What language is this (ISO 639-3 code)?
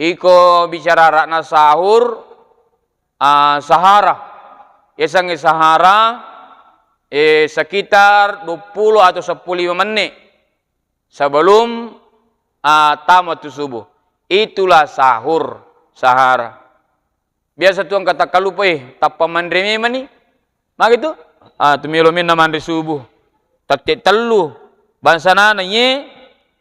bug